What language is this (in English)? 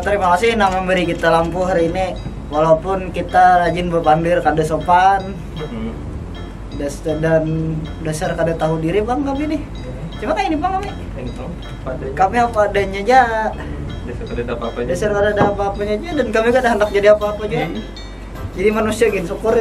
Banjar